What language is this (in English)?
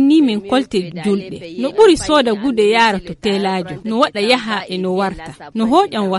Nigerian Fulfulde